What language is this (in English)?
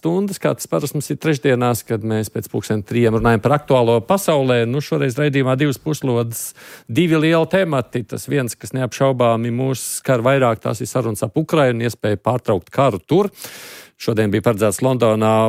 Latvian